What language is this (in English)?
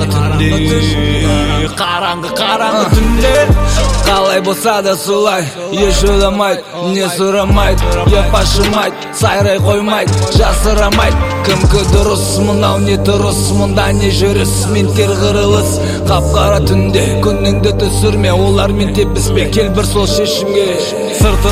Kazakh